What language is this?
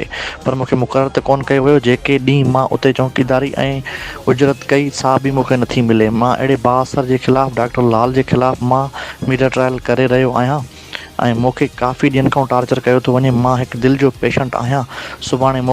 Sindhi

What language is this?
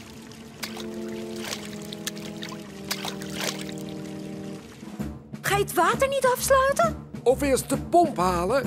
Dutch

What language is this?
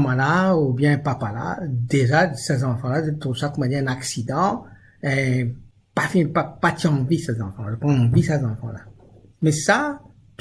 Morisyen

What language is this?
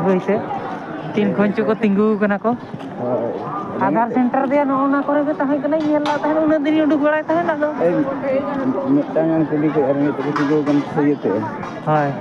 Santali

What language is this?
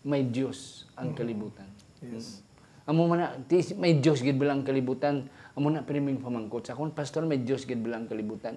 Hiligaynon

